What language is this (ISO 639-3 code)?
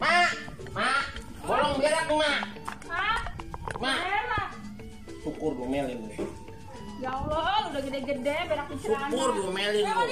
bew